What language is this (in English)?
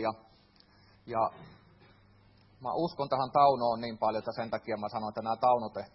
Finnish